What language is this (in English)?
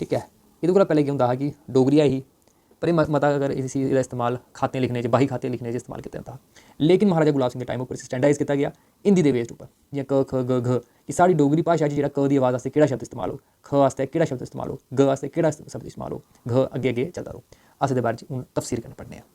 Dogri